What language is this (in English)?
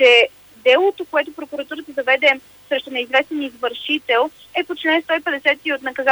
Bulgarian